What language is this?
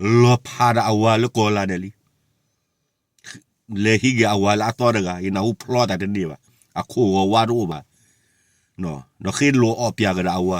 S'gaw Karen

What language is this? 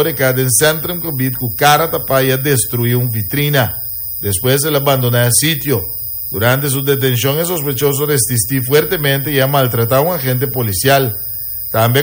Papiamento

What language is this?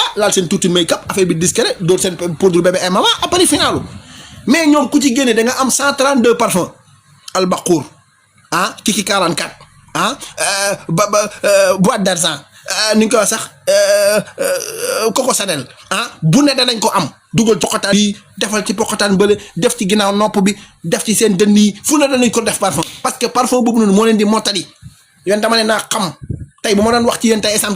Wolof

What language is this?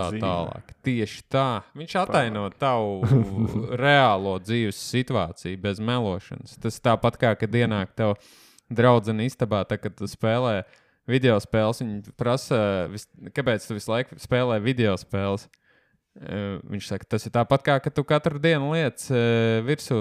Latvian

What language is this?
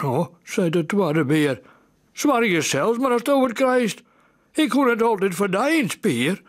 Western Frisian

